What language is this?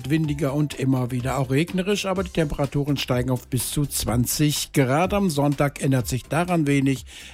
German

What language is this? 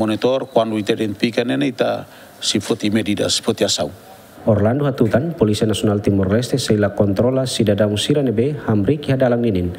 Tetum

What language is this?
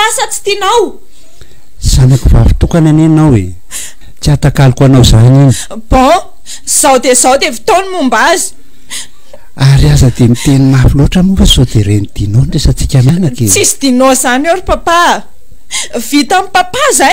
Malagasy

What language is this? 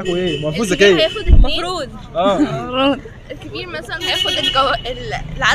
Egyptian Arabic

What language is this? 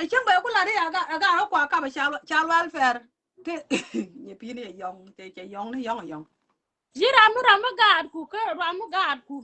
Nuer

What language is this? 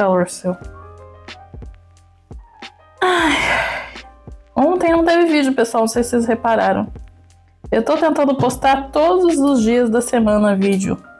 Portuguese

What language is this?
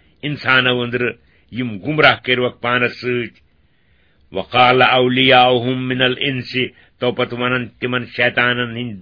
Kashmiri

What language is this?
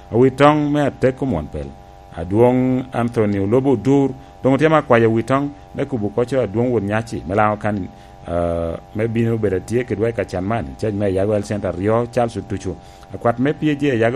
Lango (Uganda)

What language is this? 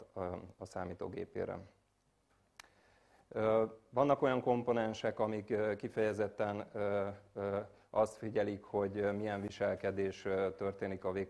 Hungarian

